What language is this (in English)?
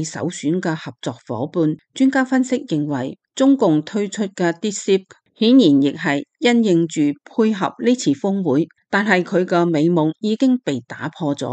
Cantonese